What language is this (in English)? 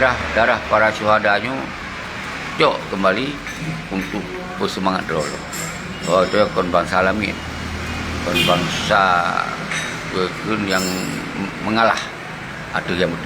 Achinese